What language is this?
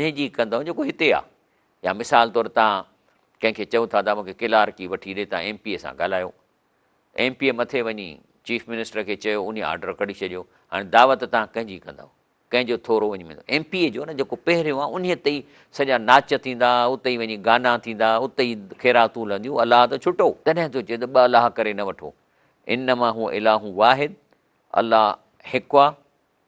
Sindhi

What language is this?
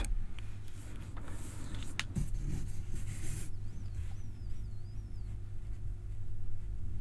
Norwegian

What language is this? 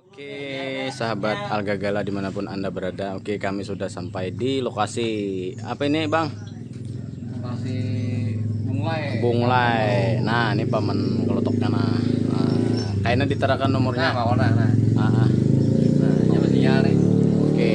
Banjar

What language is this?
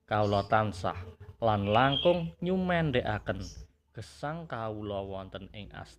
Javanese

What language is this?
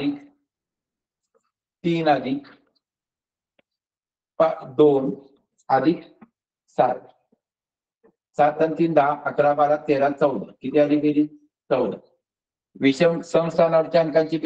Marathi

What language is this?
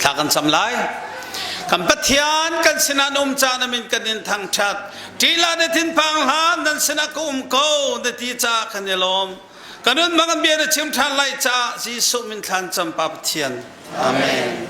Hakha Chin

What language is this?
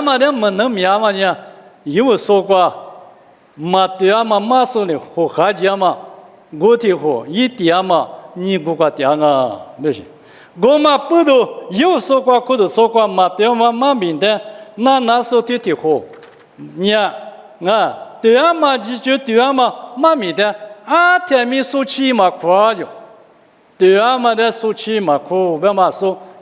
Lisu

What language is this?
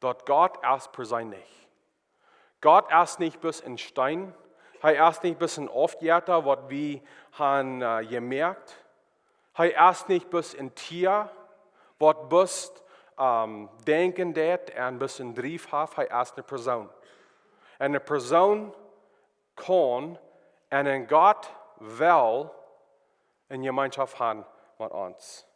Plautdietsch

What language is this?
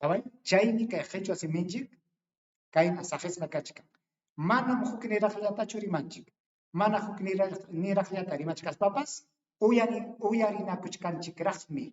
Ayacucho Quechua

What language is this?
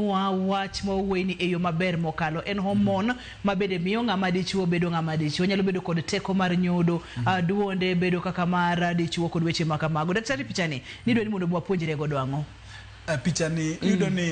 Luo (Kenya and Tanzania)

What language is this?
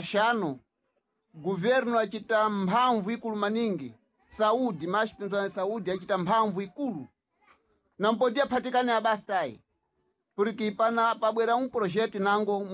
Sena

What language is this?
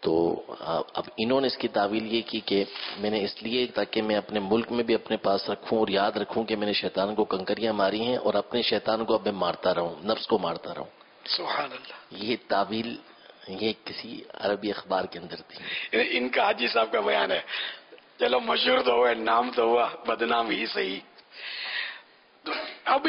Urdu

